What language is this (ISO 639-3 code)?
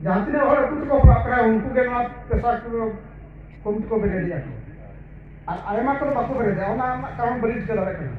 sat